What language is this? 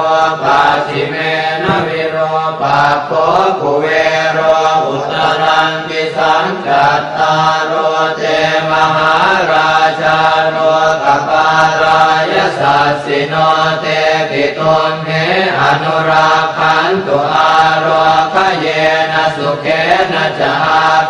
Pali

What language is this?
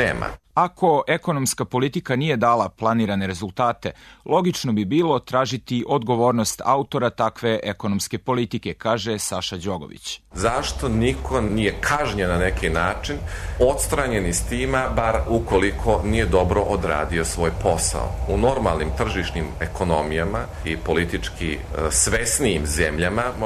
Serbian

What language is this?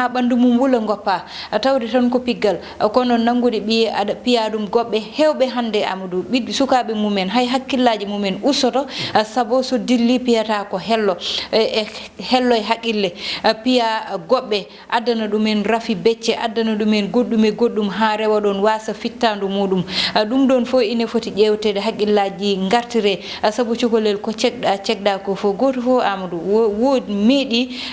Fula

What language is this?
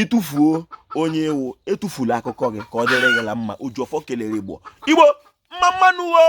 Igbo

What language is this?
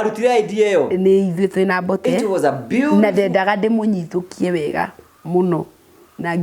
Kikuyu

